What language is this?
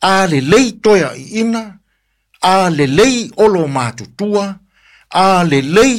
Samoan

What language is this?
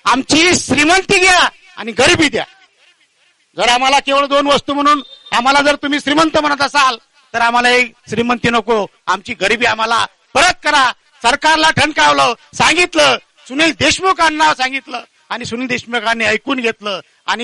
Marathi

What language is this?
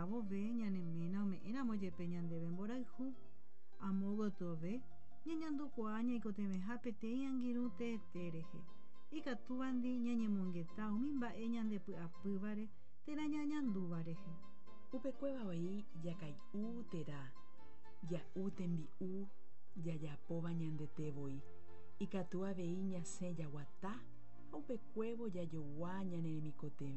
Guarani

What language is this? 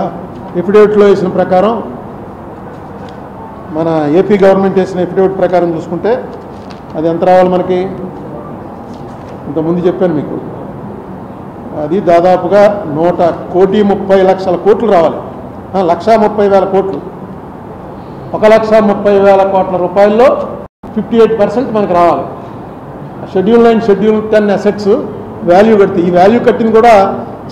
Telugu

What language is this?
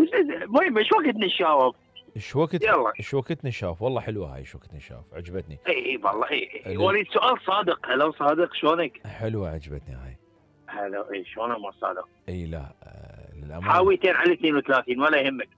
Mesopotamian Arabic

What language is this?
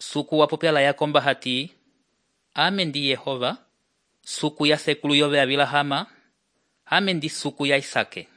Umbundu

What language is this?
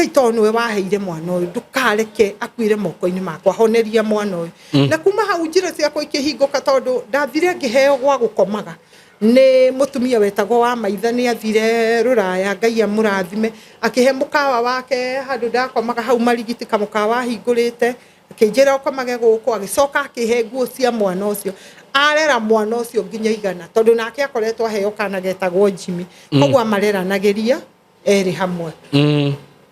Kikuyu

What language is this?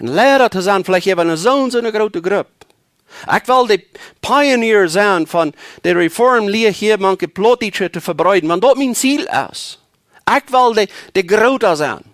Plautdietsch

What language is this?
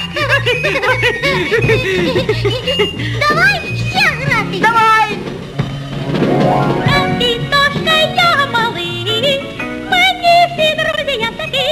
Ukrainian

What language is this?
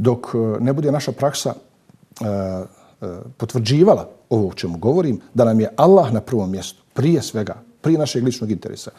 Bosnian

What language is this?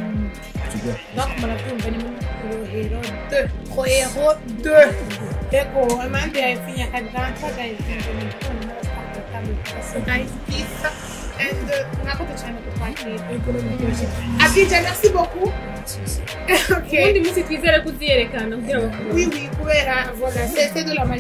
Rundi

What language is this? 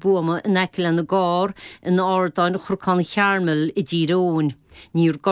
Irish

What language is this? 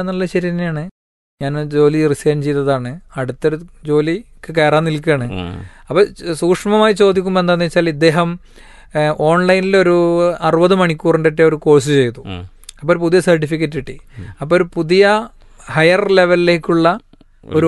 Malayalam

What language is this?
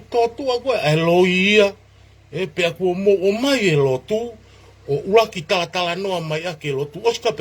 Tongan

